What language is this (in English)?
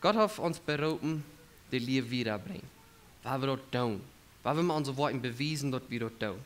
Plautdietsch